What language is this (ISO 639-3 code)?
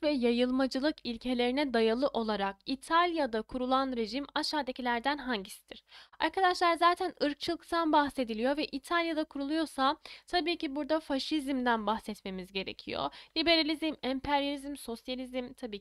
tur